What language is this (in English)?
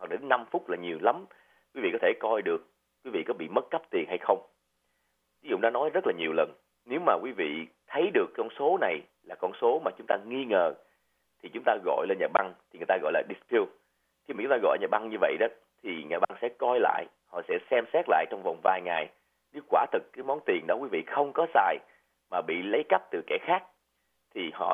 Vietnamese